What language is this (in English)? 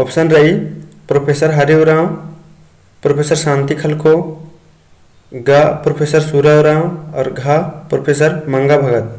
Kurukh